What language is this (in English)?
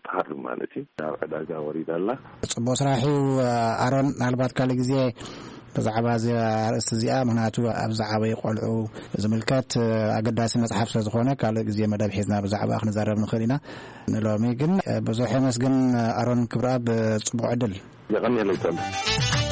Tigrinya